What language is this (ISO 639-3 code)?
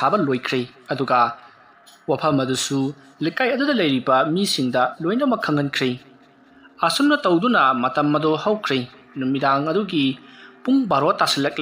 mni